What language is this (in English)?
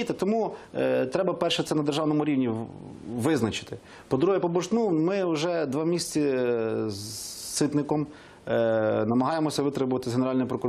Ukrainian